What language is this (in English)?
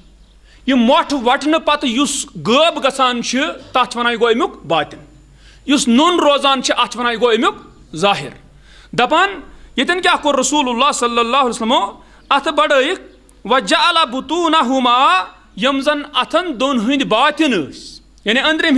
Kashmiri